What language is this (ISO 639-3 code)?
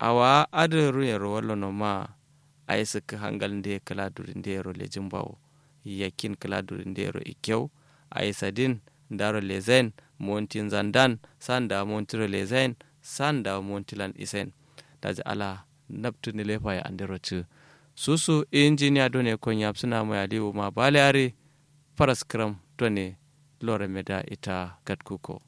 kau